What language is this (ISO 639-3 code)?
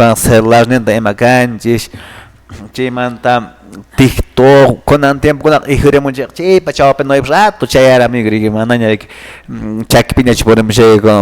que